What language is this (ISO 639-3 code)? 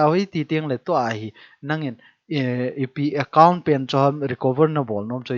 tcz